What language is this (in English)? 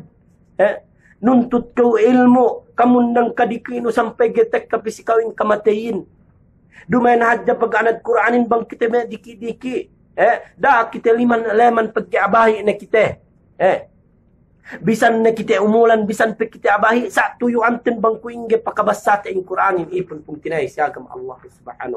Yakan